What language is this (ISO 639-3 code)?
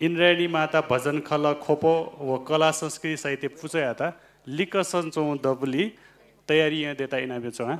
new